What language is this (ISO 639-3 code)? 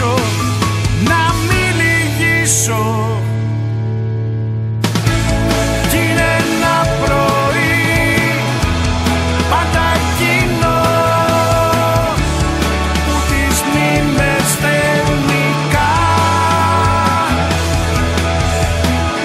ell